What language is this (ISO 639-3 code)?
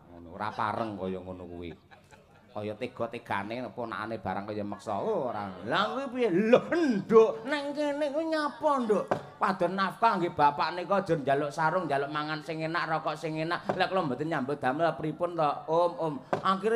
jav